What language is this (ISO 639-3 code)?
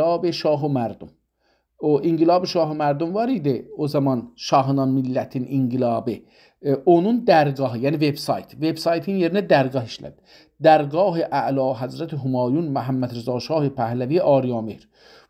azb